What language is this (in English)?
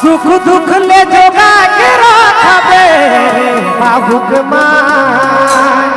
Sadri